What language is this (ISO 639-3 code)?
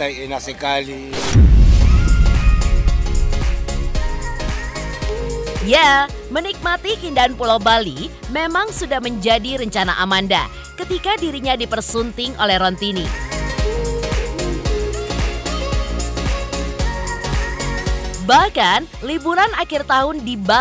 ind